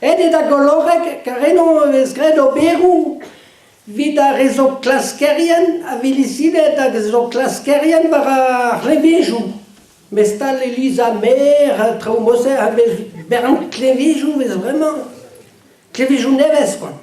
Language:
Breton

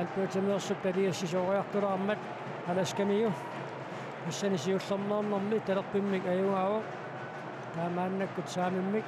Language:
Kalaallisut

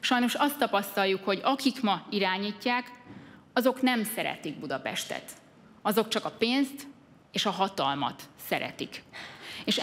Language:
Hungarian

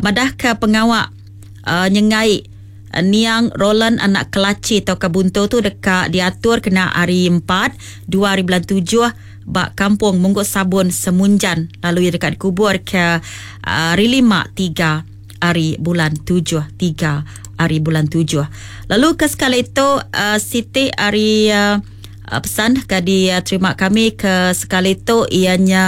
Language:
Iban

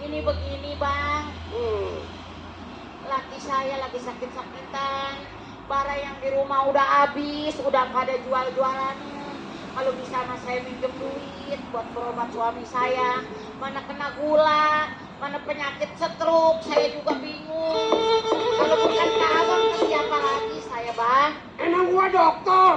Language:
Betawi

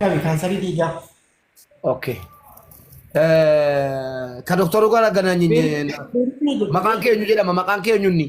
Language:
Oromo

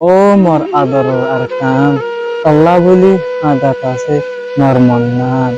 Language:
Rohingya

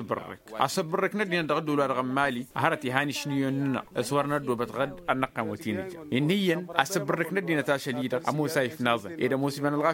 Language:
Tamasheq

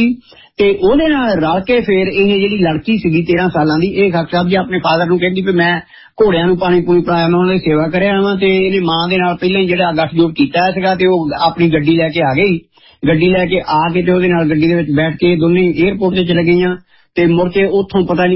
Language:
Punjabi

